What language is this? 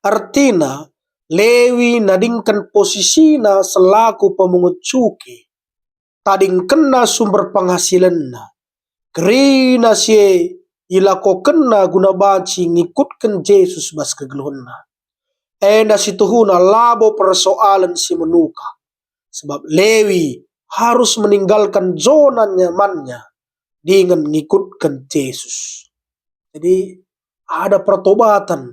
Batak Karo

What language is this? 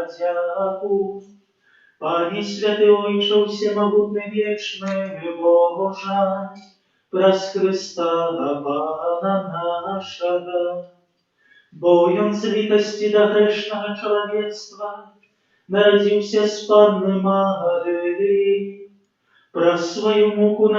Belarusian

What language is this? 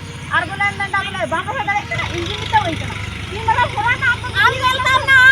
Santali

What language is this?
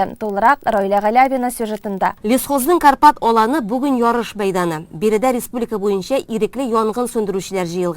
Tatar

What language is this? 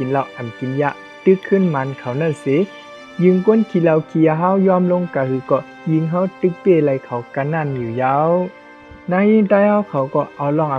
Shan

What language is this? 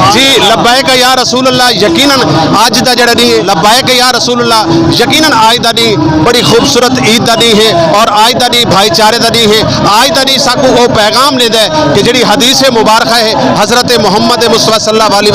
Saraiki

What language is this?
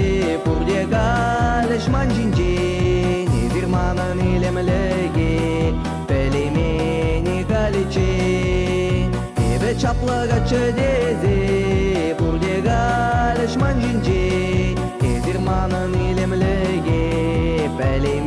Chuvash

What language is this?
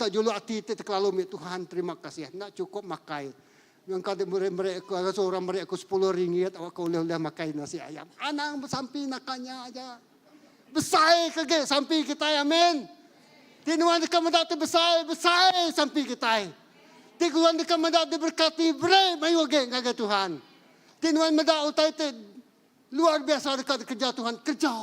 Iban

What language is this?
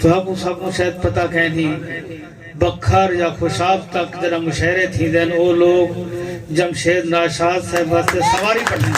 Saraiki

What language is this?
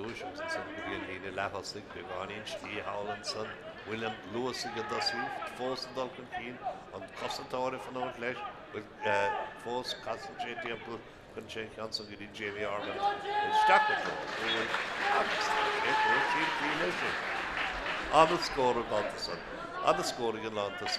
Irish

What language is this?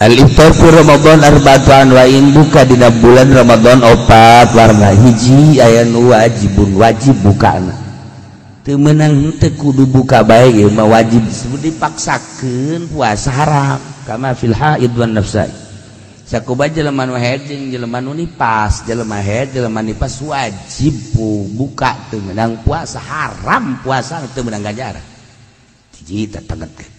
Sundanese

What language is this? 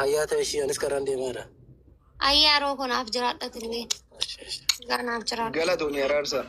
Oromo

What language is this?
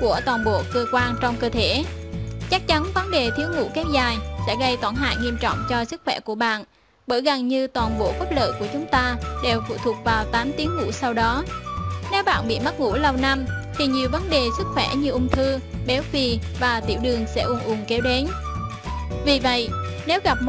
Vietnamese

